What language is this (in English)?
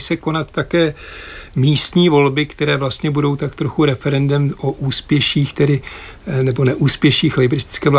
Czech